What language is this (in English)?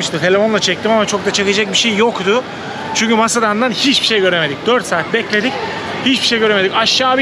Turkish